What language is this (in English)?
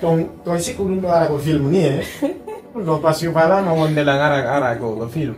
Fula